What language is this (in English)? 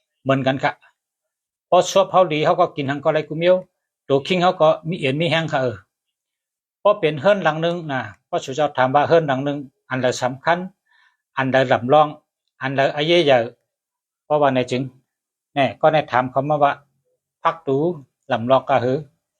Shan